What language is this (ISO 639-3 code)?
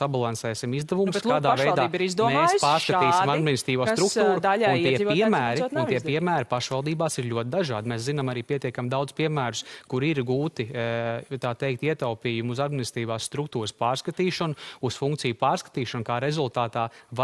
lav